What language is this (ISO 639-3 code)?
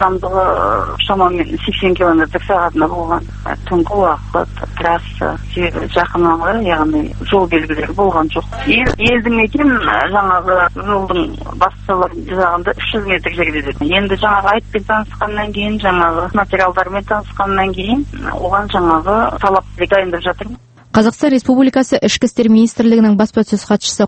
kaz